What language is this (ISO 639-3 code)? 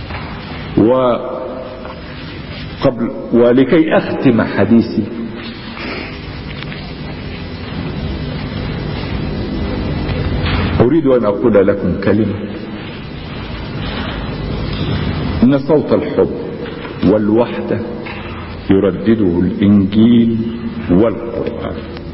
arz